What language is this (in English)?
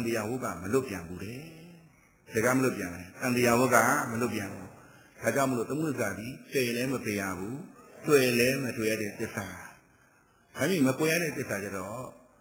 Burmese